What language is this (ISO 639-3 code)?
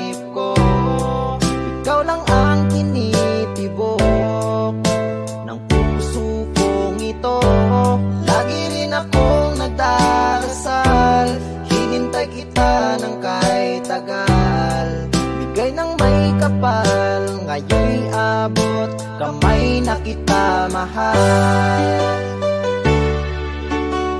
fil